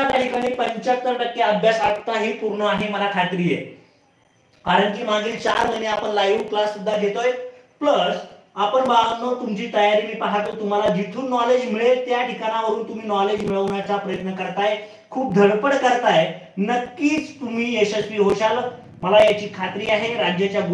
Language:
Marathi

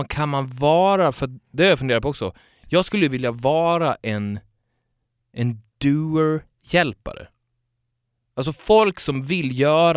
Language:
Swedish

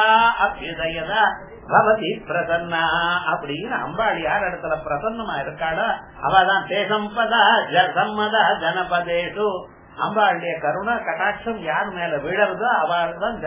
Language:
Tamil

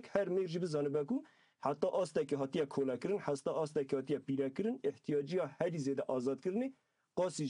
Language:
Kurdish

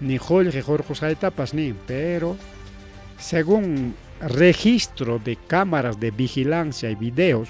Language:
Ayacucho Quechua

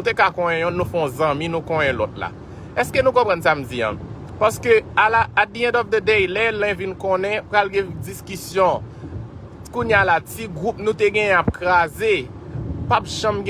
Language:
Haitian Creole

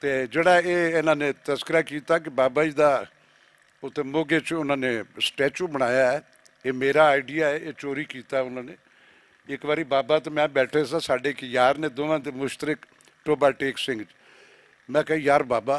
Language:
Western Panjabi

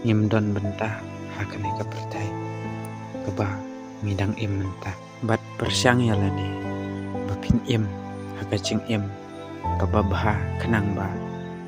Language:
Khasi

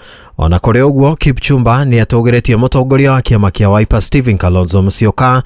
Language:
Kikuyu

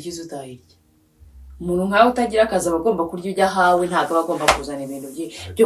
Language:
Kinyarwanda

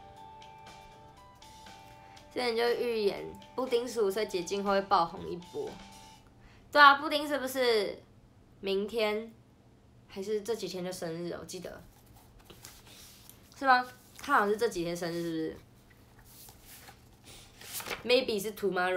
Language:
Chinese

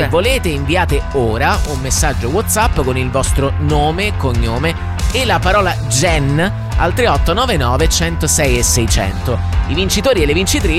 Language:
Italian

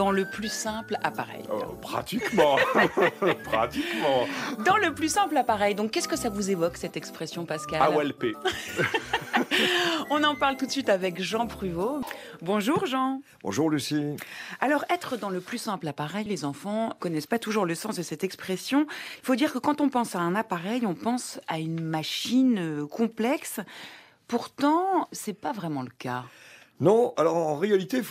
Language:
French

